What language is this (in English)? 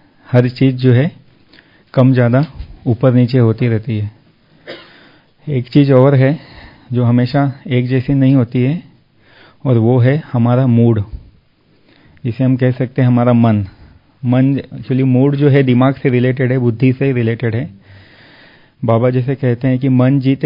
Hindi